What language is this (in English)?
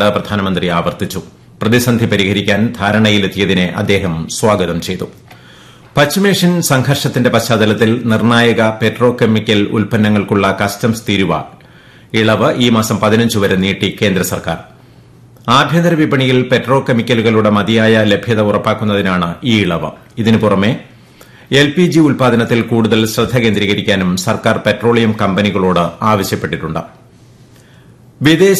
Malayalam